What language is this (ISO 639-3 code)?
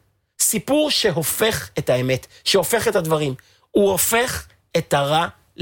heb